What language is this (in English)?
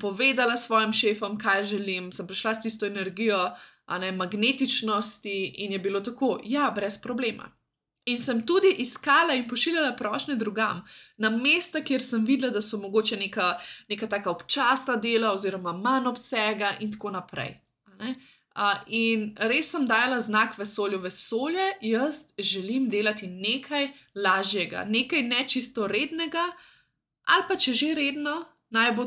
Slovenian